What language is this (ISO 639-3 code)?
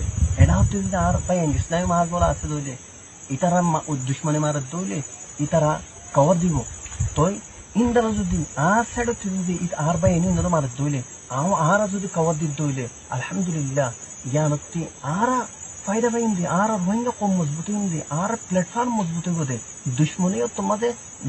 rhg